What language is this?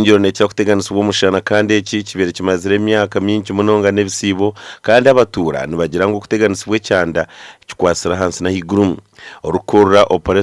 Nyankole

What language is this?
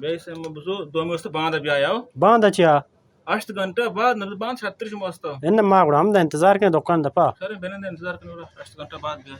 Baluchi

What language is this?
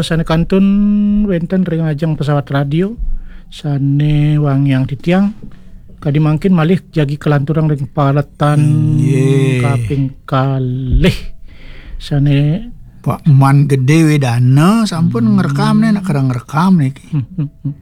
Balinese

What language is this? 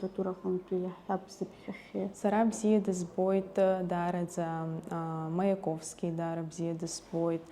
Abkhazian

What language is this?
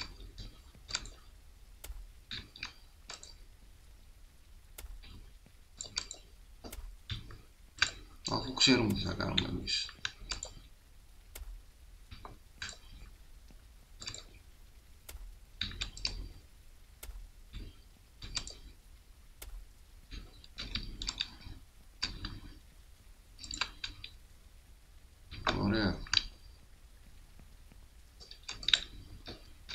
Greek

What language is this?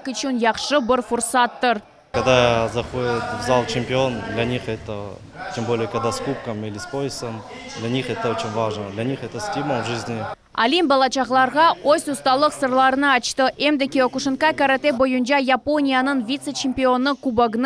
Crimean Tatar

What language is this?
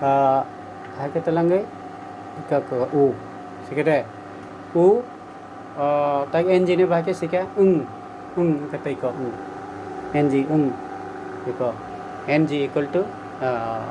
Kok Borok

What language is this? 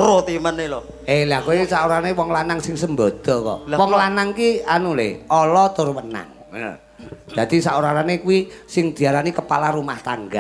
Javanese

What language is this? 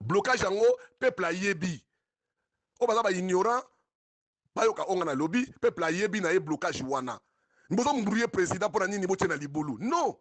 Lingala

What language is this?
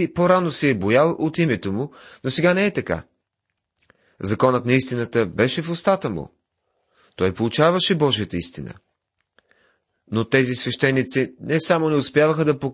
Bulgarian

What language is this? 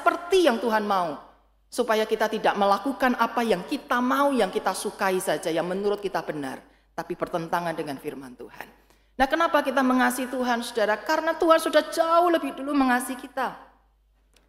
Indonesian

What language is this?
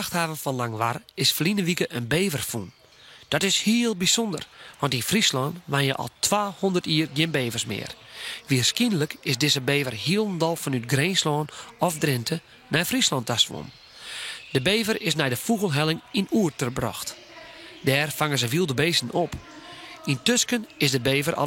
Western Frisian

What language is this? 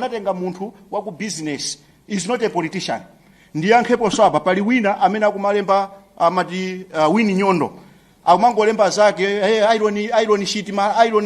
Nyanja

